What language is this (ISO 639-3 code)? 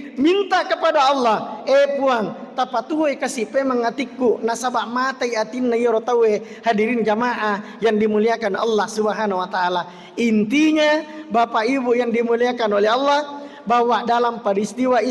bug